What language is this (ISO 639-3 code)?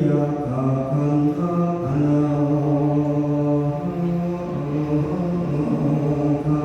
pli